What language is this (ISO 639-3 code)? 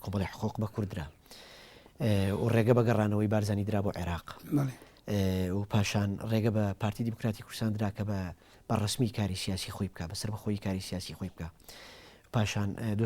ckb